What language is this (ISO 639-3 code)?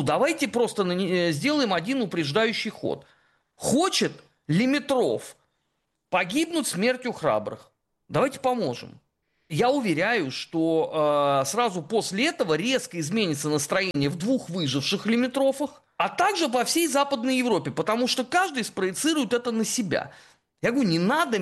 rus